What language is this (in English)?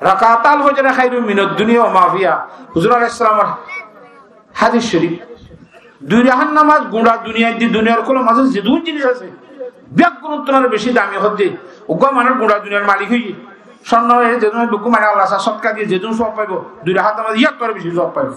Rohingya